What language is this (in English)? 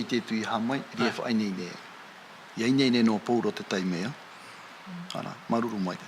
Tahitian